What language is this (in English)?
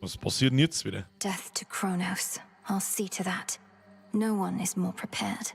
Bavarian